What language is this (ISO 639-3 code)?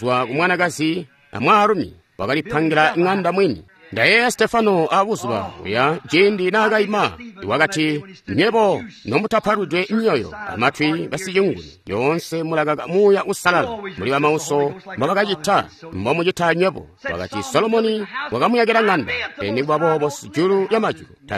toi